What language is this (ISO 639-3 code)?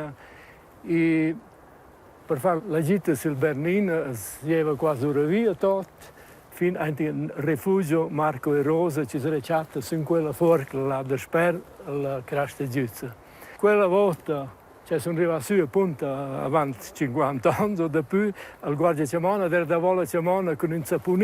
roh